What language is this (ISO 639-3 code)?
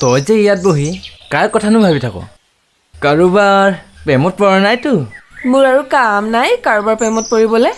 asm